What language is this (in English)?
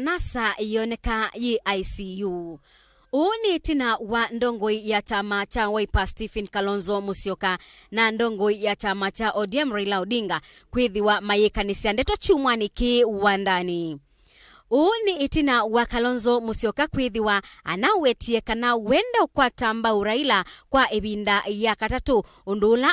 Kamba